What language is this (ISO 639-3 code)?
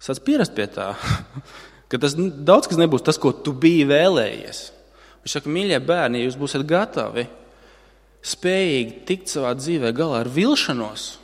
lav